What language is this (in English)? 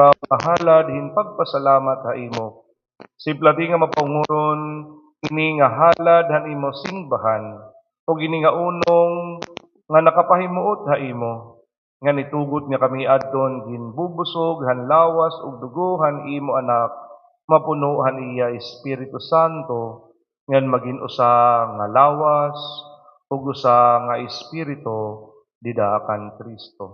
Waray